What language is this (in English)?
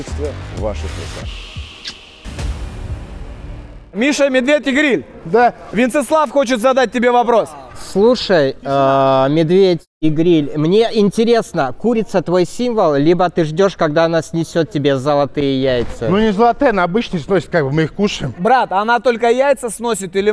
Russian